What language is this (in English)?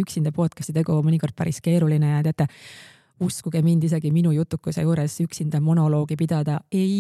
Estonian